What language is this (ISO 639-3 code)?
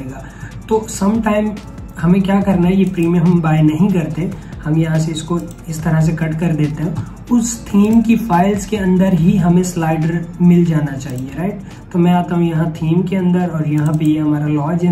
hin